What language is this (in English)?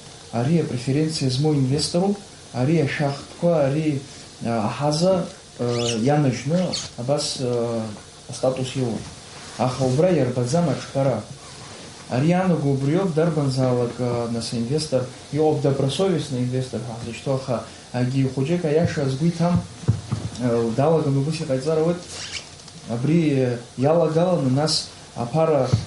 Abkhazian